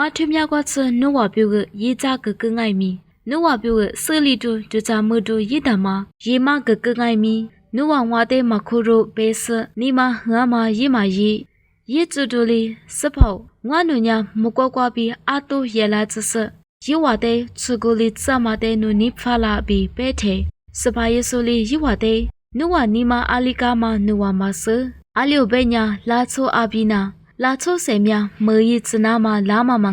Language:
Lisu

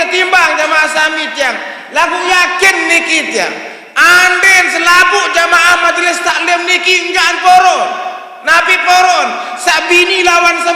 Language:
Sasak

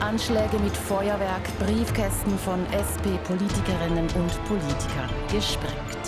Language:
Romansh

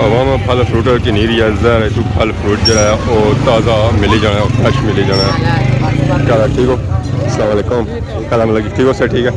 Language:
Pahari-Potwari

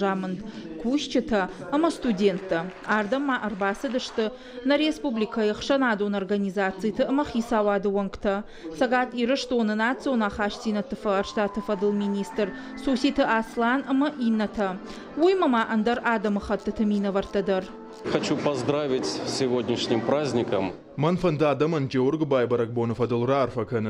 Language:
Ossetic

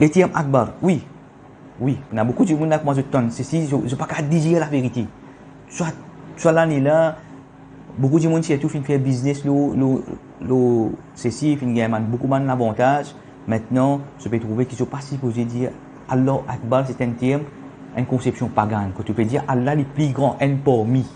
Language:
Morisyen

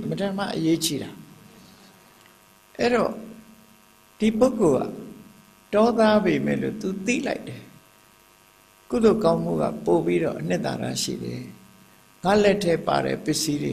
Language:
Burmese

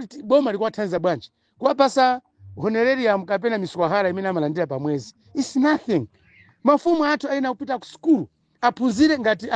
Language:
Nyanja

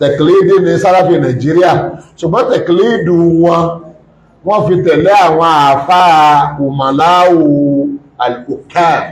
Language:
Yoruba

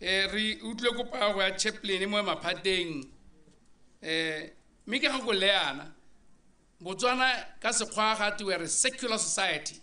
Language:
Tswana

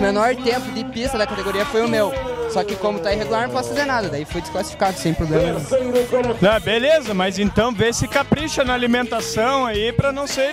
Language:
Portuguese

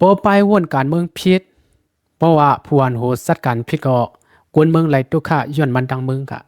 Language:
Lao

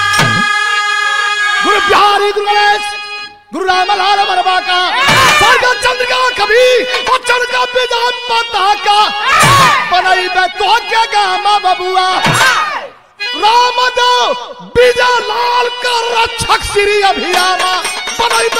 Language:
Bhojpuri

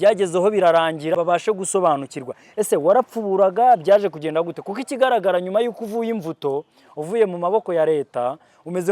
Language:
Kinyarwanda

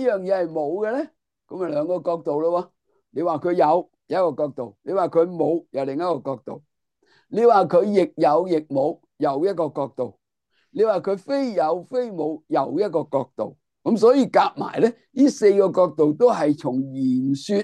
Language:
Cantonese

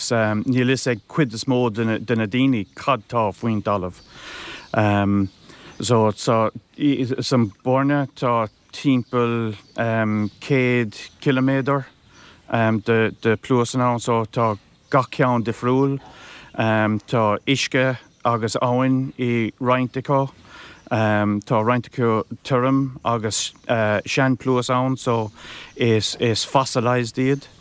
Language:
Irish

